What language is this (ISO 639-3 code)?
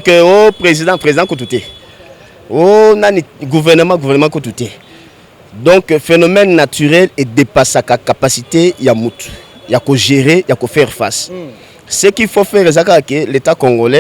lin